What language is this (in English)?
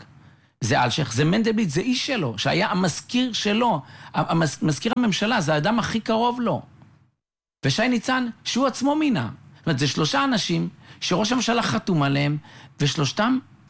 Hebrew